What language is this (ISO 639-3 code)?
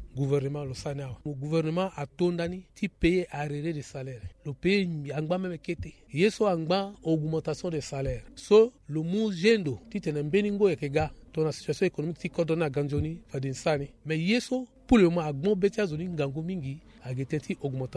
sag